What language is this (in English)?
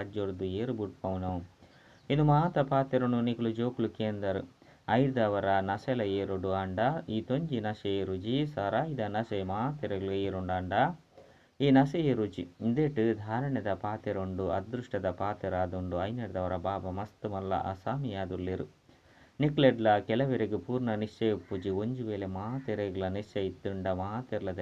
Tulu